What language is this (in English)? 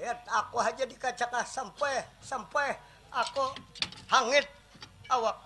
Banjar